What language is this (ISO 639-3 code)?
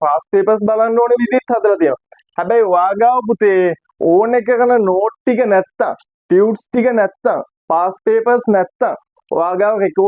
sin